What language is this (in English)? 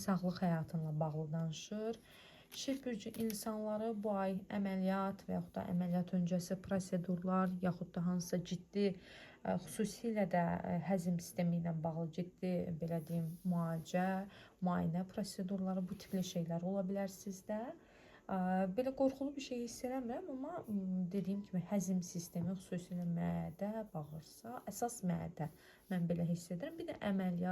Azerbaijani